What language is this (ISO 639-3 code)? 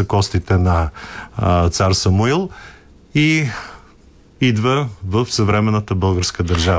bul